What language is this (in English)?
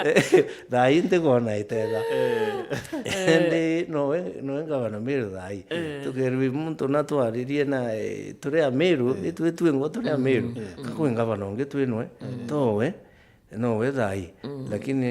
Meru